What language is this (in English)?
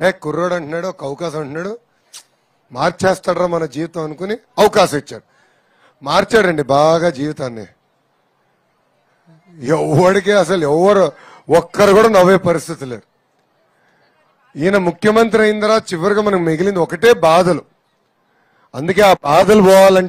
Telugu